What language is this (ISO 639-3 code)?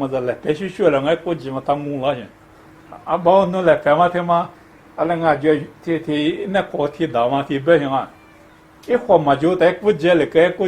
lis